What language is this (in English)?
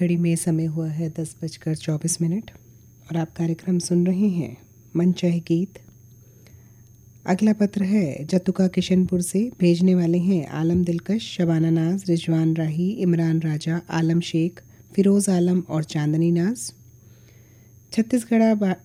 Hindi